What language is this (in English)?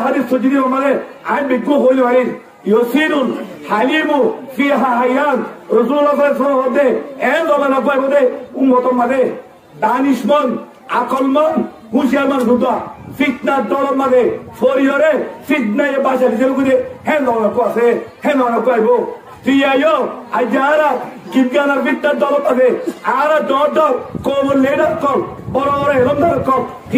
Rohingya